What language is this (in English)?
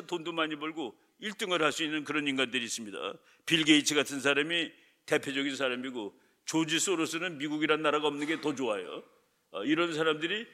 Korean